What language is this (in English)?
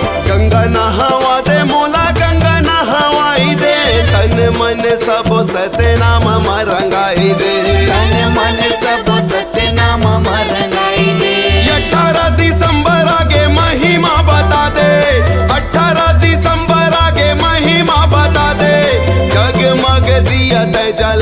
Chhattisgarhi